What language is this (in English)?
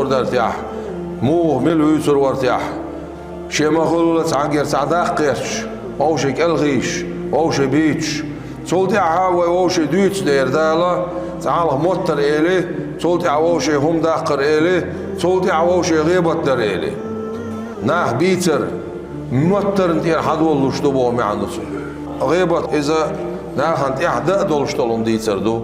Chechen